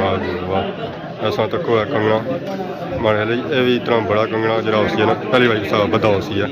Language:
Pahari-Potwari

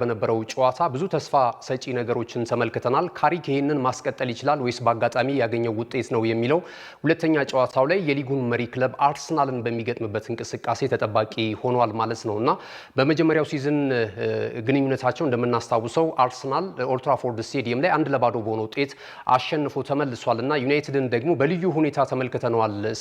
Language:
Amharic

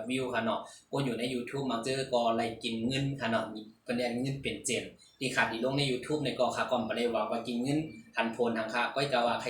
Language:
Shan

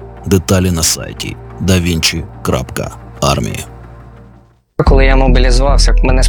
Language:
Ukrainian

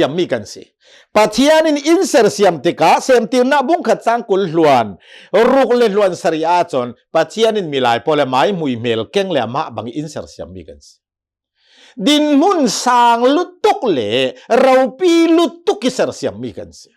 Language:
Hakha Chin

